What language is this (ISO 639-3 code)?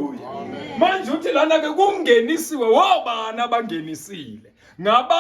zul